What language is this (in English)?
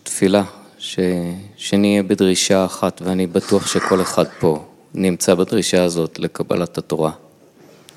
Hebrew